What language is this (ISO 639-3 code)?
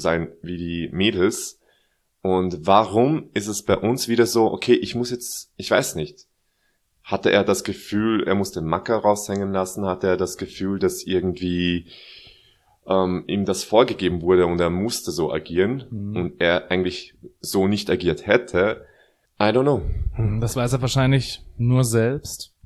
deu